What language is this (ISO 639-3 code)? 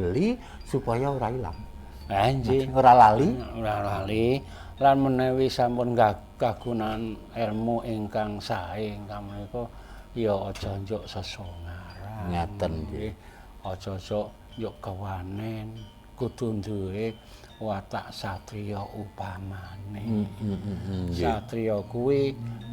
jav